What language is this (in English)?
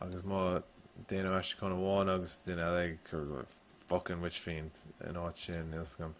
Irish